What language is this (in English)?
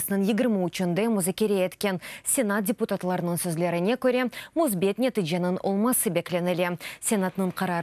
Crimean Tatar